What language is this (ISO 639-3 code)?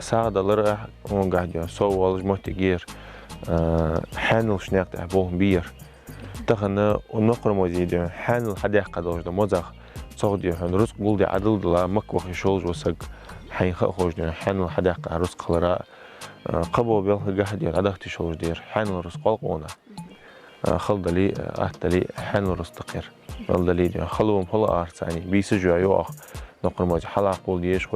inh